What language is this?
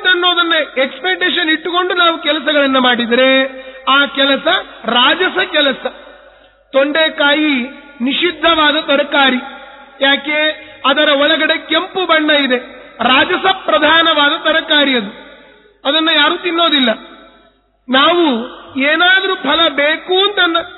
Kannada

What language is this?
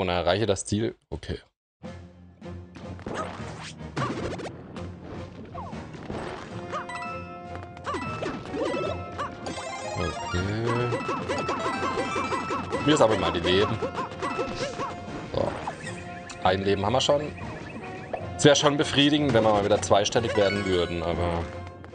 German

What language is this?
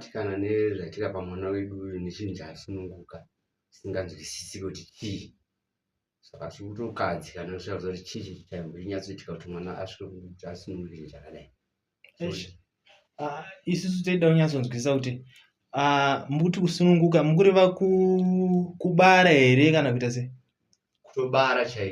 Shona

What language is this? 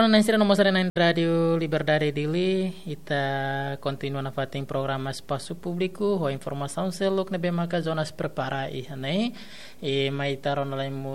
Tetum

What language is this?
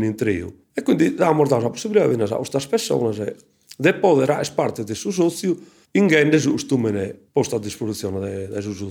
Sardinian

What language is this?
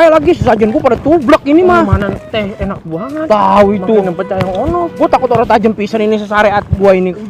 Betawi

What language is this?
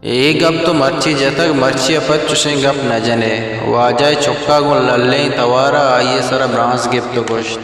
Eastern Balochi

